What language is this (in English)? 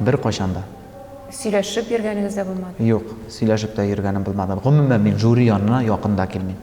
Tatar